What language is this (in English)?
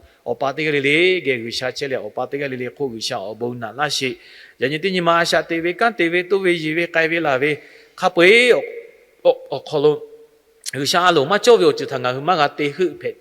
Lahu